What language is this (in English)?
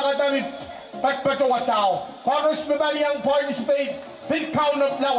Pohnpeian